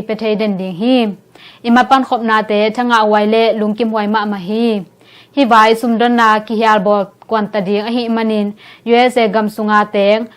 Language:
Tedim Chin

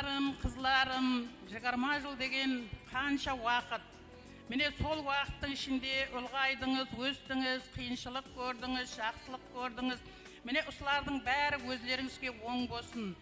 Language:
Kara-Kalpak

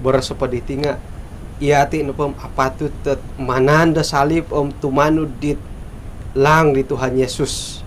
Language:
Central Dusun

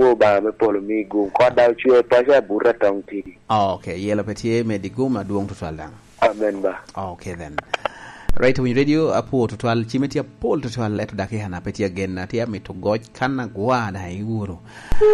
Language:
Lango (Uganda)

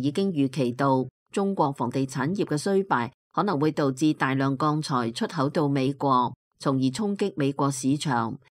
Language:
Cantonese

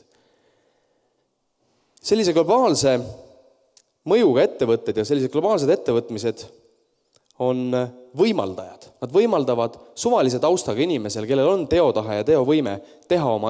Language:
Estonian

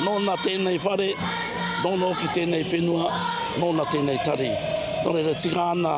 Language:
Māori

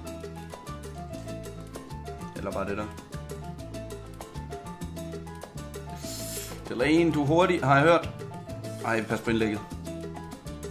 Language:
Danish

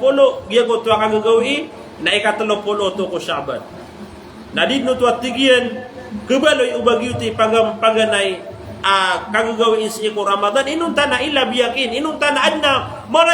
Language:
Maranao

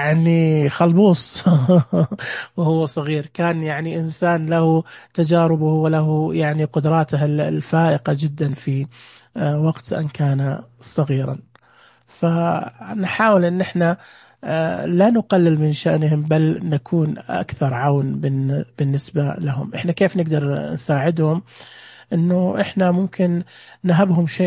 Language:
Najdi Arabic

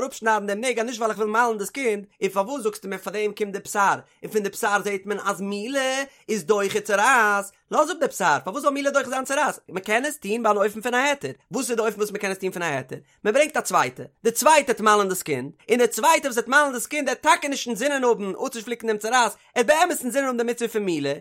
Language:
Yiddish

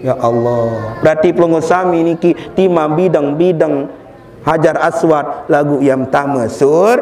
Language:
Sasak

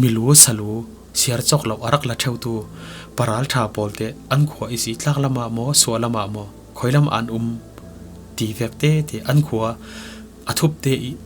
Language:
Falam Chin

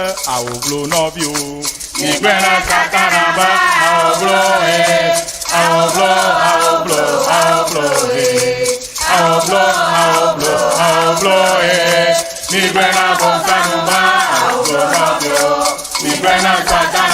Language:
Ewe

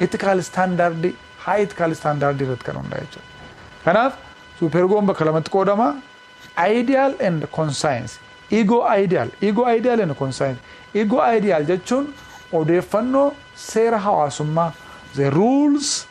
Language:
Oromo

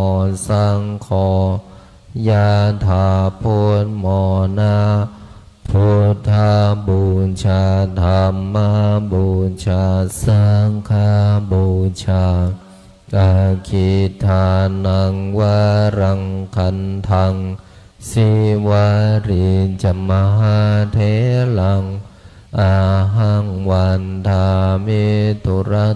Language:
Pali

